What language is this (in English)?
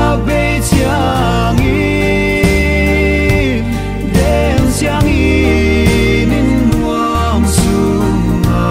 Paite Chin